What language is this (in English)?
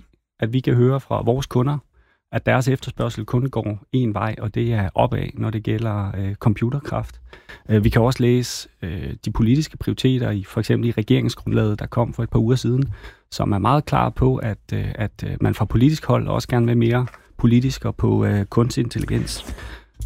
Danish